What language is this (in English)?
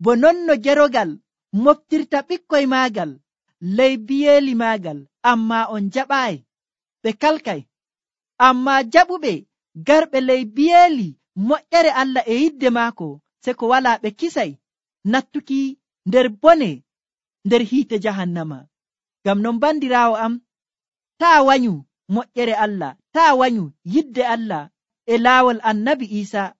Nigerian Fulfulde